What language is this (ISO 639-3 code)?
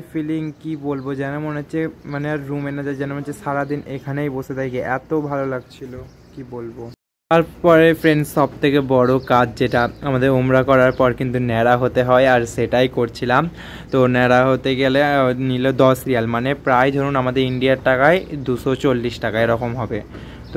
ben